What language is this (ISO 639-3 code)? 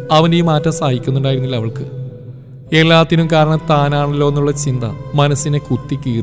mal